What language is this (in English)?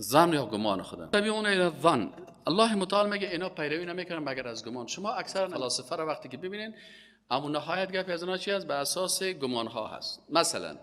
Persian